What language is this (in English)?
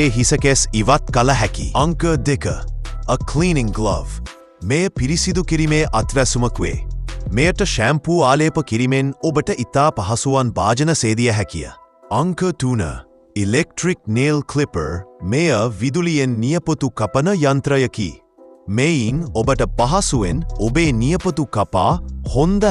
Sinhala